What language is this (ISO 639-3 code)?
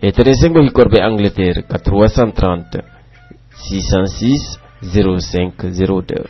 fuf